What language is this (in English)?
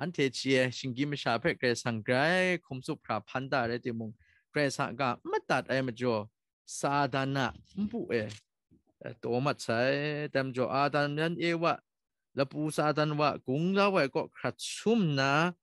Kachin